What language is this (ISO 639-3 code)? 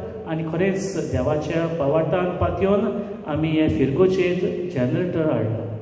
kok